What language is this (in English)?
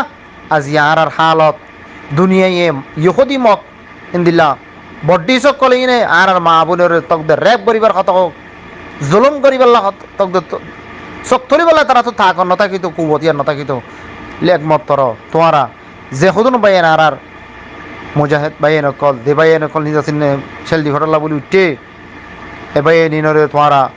Rohingya